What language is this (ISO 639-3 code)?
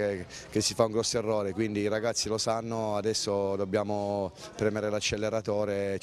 ita